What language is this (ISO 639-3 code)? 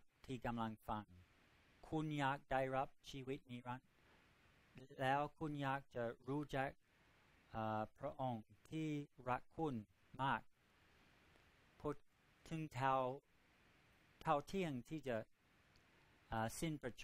tha